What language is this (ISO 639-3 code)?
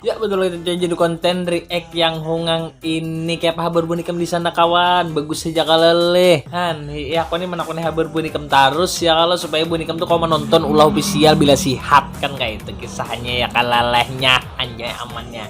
bjn